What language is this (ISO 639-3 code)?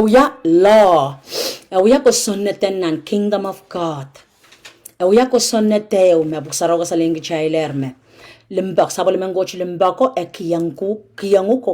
pon